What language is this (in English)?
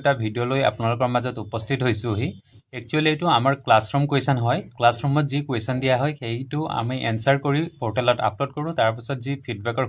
Assamese